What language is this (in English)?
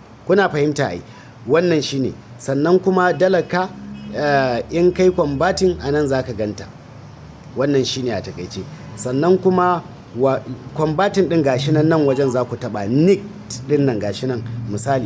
Hausa